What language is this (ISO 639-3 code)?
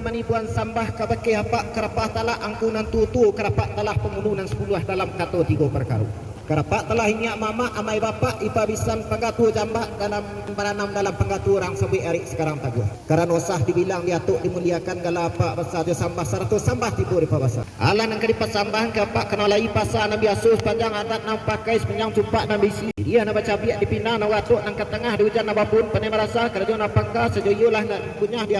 min